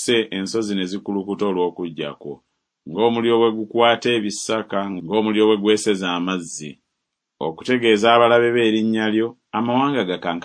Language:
Ganda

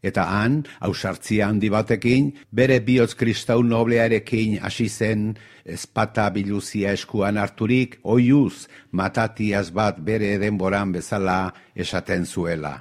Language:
Basque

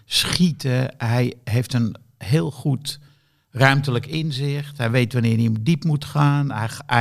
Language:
Dutch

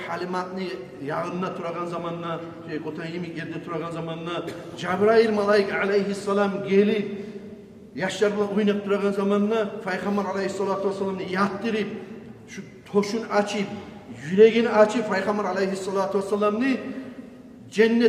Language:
Kumyk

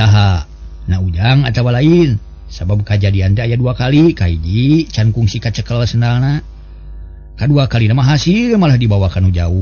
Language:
Sundanese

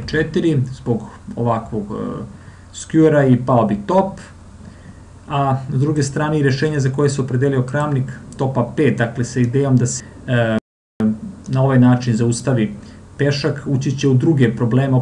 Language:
Serbian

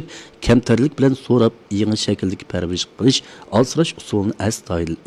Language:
Uyghur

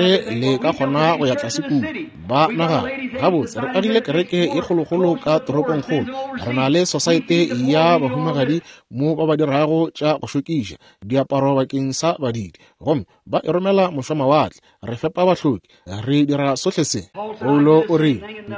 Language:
Northern Sotho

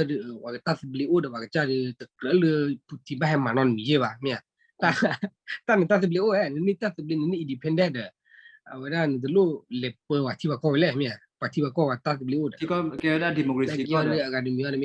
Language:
S'gaw Karen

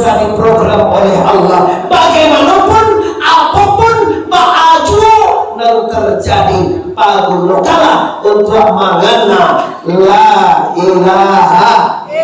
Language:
Minangkabau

